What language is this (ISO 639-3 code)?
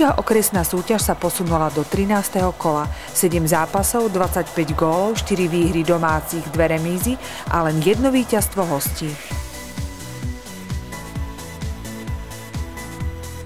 slk